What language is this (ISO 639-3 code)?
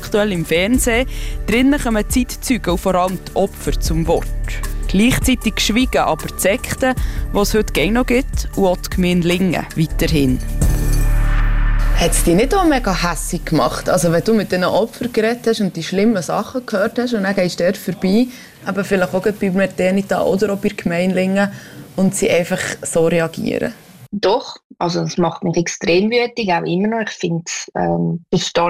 deu